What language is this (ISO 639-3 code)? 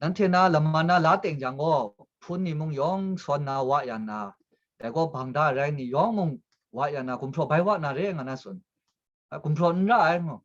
kac